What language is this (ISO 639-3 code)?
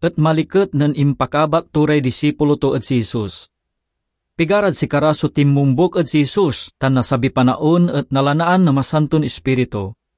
pag